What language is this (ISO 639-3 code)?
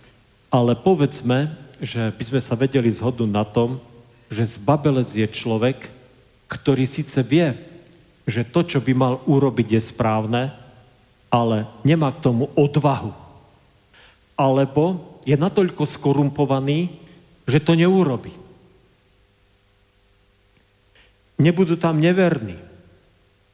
slk